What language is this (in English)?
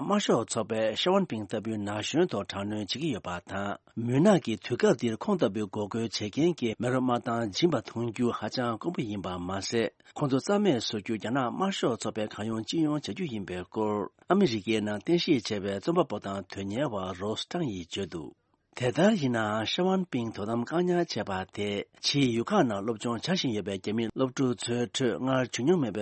Tibetan